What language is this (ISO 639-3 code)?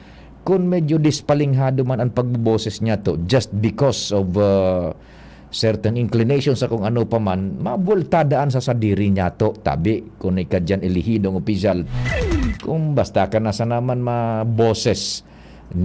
bik